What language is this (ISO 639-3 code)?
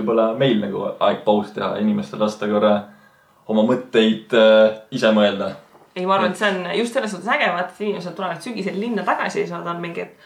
est